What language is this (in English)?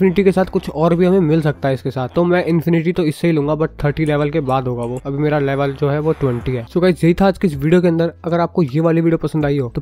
Hindi